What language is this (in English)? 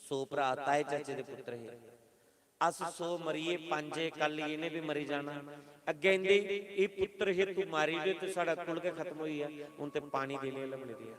Dogri